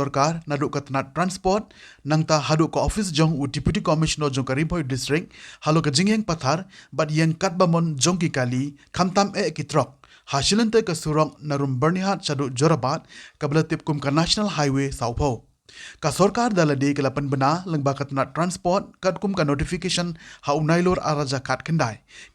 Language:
Khasi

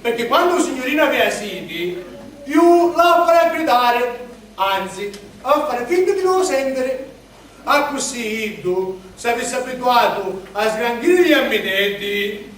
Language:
Sicilian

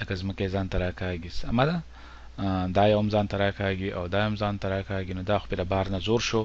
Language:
Pashto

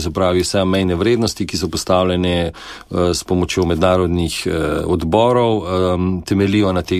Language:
Slovenian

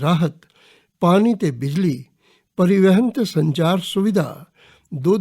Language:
Dogri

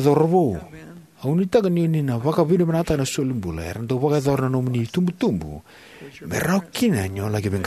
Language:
Fijian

